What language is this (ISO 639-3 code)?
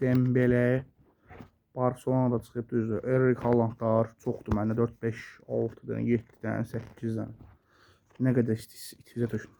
aze